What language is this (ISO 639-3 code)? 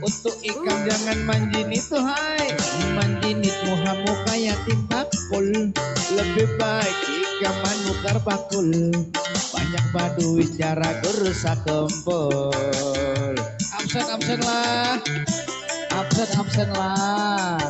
bjn